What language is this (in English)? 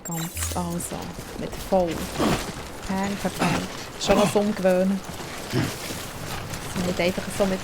Swiss German